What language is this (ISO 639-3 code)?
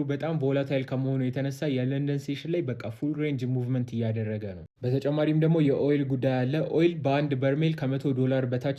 amh